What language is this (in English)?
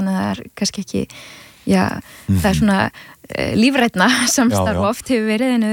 Icelandic